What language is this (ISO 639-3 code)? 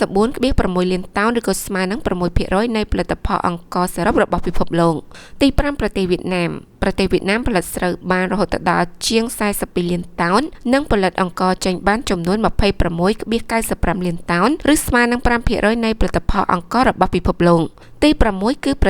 khm